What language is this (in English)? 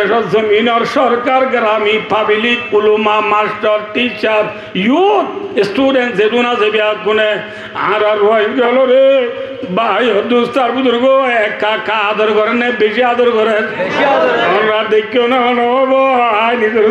Rohingya